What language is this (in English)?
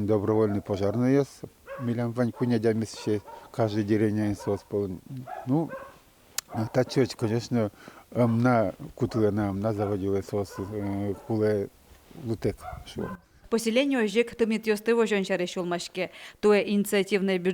Udmurt